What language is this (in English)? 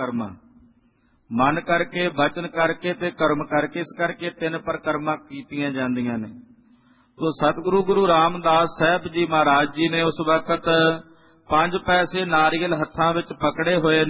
Punjabi